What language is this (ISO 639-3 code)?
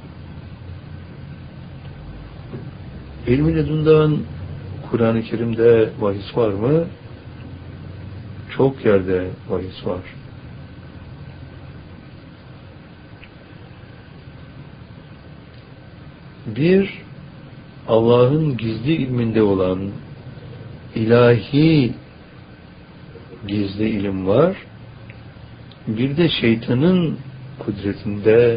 tur